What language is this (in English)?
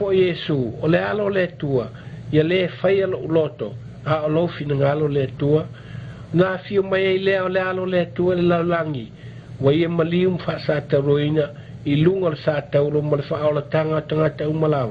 Samoan